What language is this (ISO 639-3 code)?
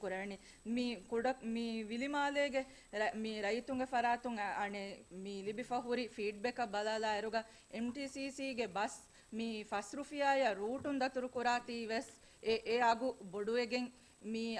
div